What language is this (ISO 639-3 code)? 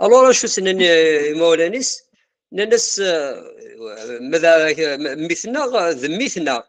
kab